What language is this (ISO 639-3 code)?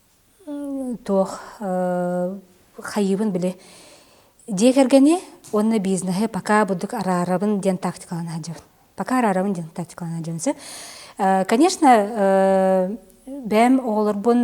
sah